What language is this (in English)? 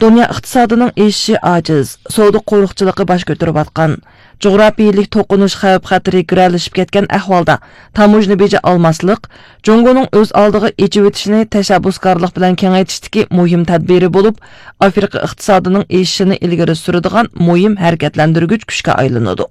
Uyghur